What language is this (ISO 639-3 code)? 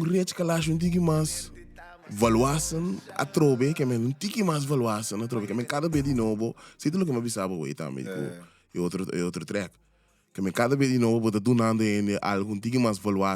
pap